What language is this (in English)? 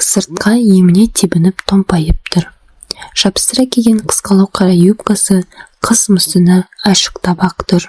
Kazakh